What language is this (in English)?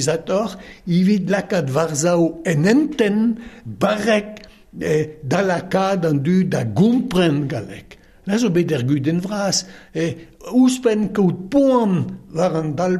Breton